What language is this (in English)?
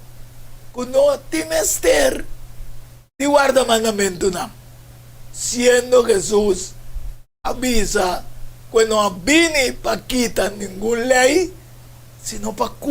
Papiamento